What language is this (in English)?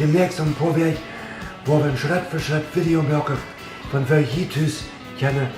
Plautdietsch